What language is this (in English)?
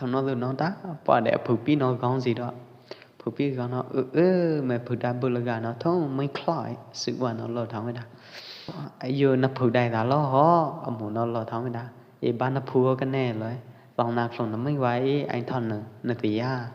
Pwo Eastern Karen